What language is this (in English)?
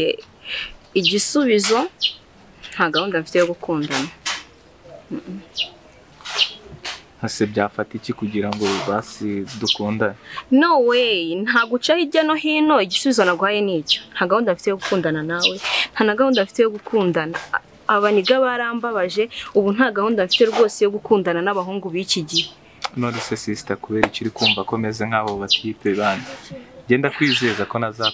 Kinyarwanda